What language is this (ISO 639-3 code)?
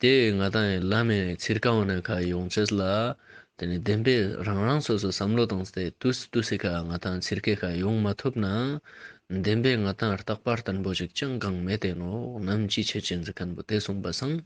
lbj